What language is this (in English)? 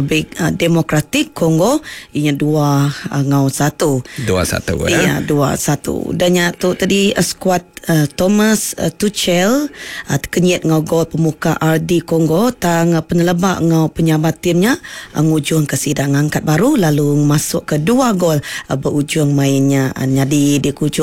Iban